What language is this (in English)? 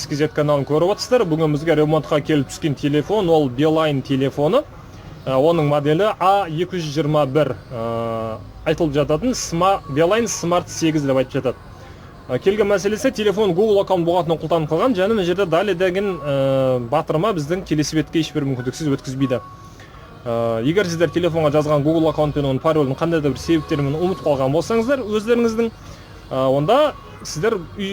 Kazakh